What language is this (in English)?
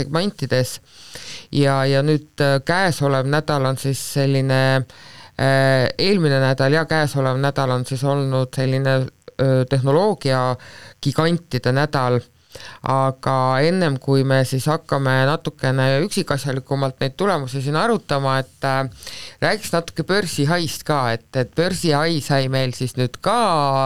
Estonian